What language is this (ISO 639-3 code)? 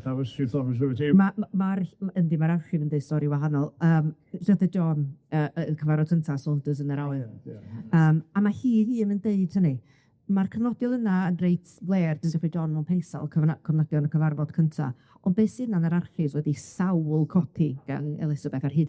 cym